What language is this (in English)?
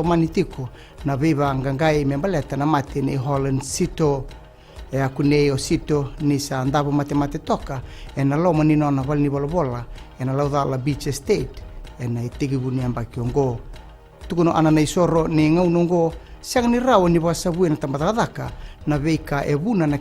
Fijian